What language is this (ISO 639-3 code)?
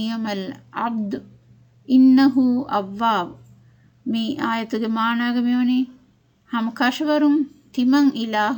div